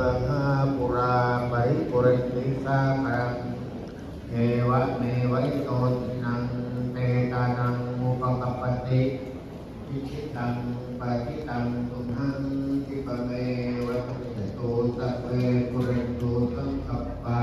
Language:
Pali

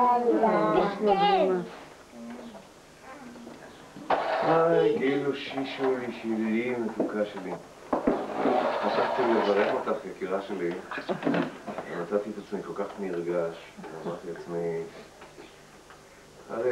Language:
Hebrew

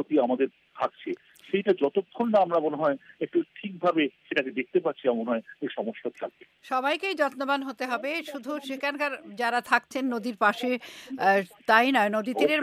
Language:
Bangla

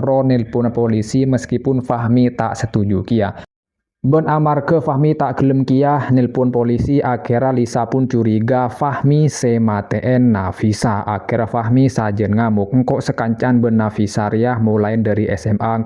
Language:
Madurese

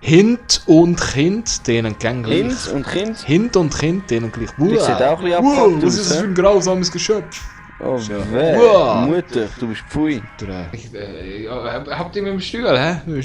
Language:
Swiss German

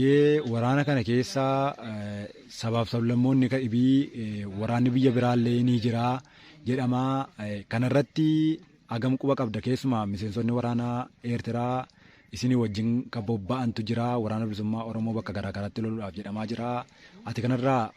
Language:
Oromo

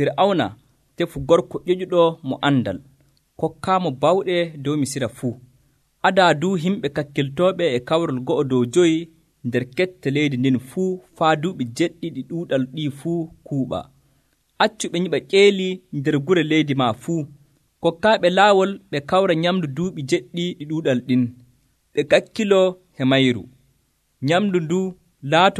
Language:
Nigerian Fulfulde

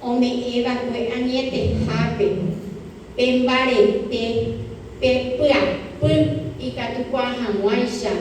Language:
Guarani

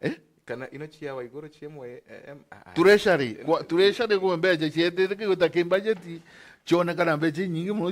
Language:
Meru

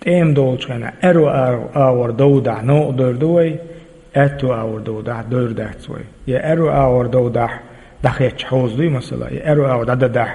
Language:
Chechen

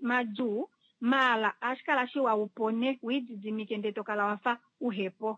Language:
Kuanyama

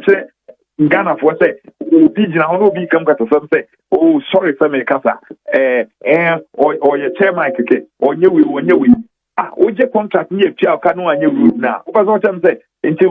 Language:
Akan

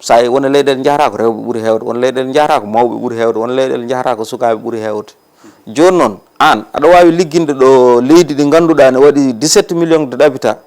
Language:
Fula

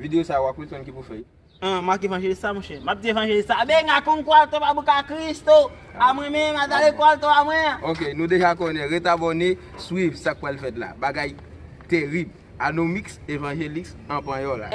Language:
Haitian Creole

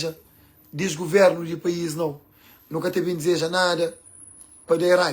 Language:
Kabuverdianu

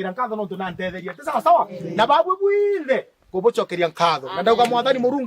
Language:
Meru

